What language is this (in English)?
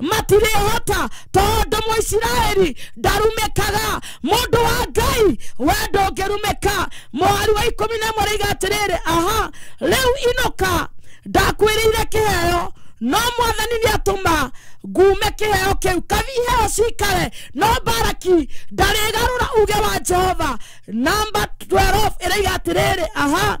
Kikuyu